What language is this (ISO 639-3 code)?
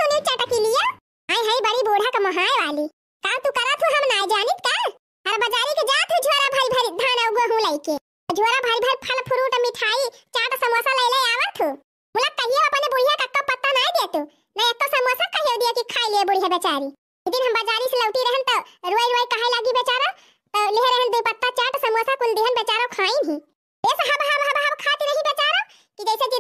awa